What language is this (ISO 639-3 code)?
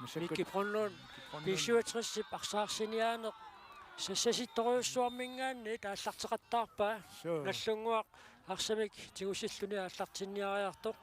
kal